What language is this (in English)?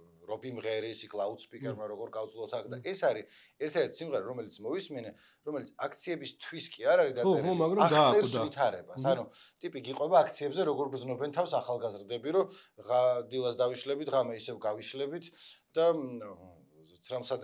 Georgian